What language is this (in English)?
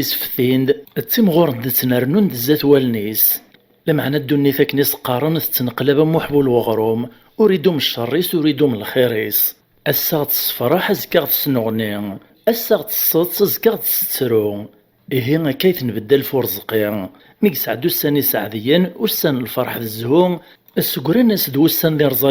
Kabyle